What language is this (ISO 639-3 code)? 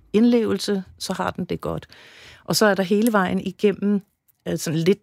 dan